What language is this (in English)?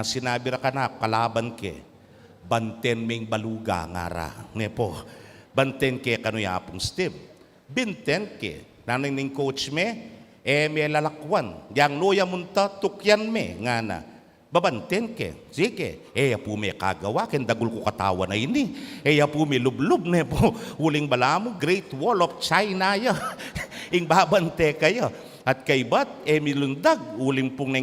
Pampanga